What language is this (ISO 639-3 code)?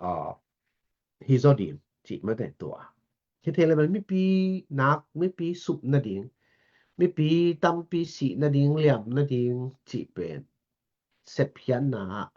ctd